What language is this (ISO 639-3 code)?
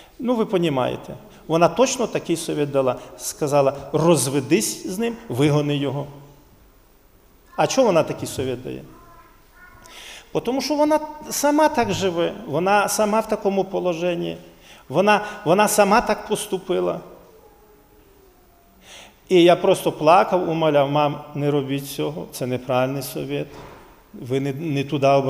ukr